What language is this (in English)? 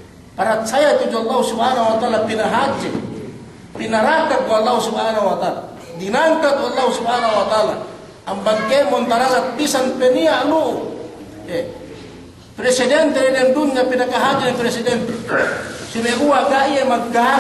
Yakan